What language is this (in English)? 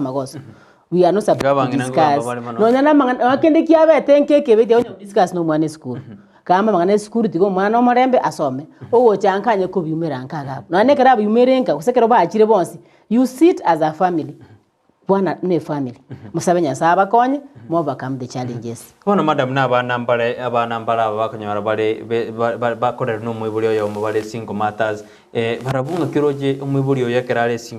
Gusii